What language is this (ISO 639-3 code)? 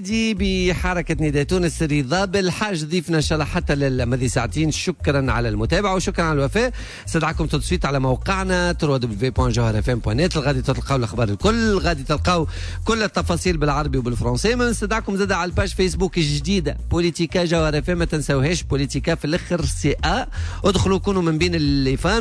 aeb